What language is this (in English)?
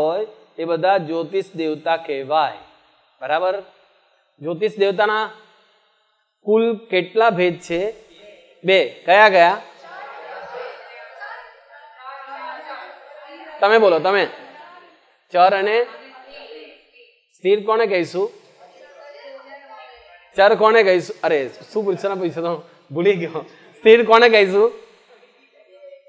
Gujarati